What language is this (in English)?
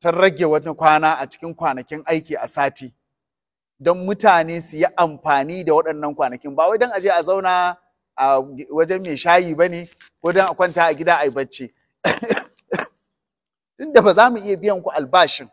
Hausa